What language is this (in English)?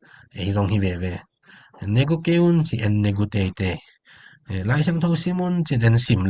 Tedim Chin